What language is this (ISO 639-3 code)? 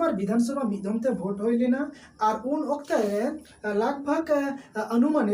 sat